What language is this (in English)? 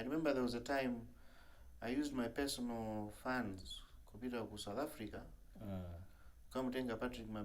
Nyanja